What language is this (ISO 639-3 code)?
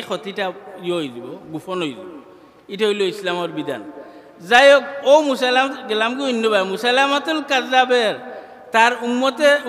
syl